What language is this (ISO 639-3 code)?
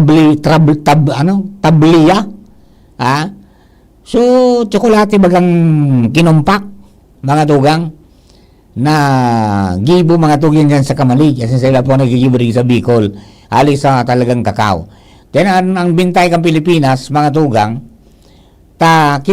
bik